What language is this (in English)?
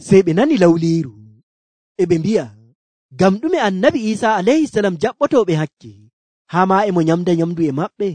Nigerian Fulfulde